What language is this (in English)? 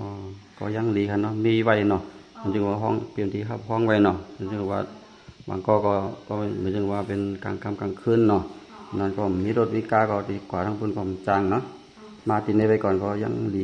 Shan